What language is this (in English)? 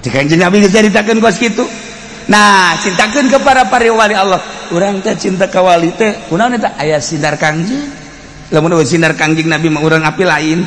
Sundanese